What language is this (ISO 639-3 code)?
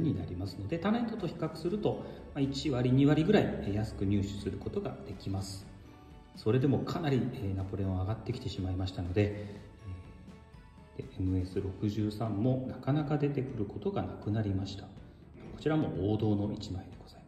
jpn